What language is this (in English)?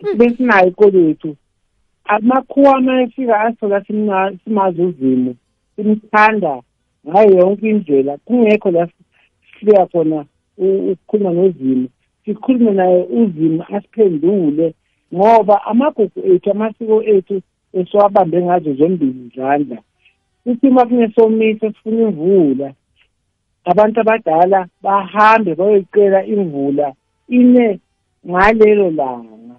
South Ndebele